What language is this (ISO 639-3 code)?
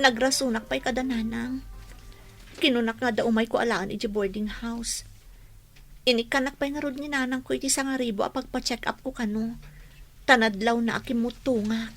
ilo